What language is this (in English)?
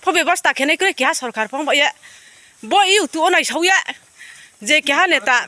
Riang (India)